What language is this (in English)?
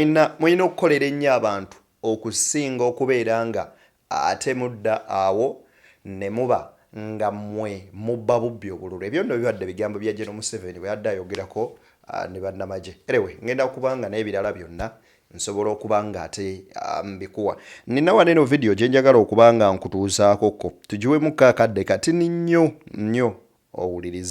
Ganda